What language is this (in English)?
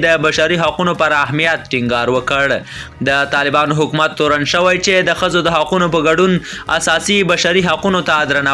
Pashto